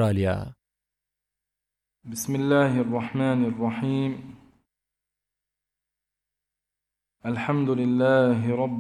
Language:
Arabic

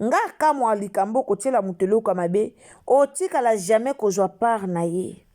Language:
Lingala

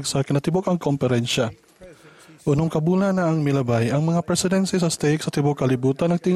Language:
Cebuano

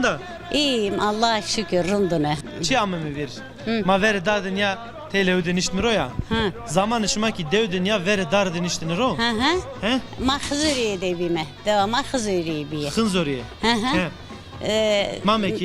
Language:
Zaza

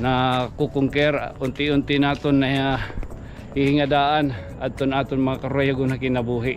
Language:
Waray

